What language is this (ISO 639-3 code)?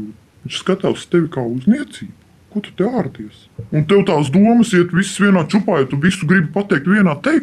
lav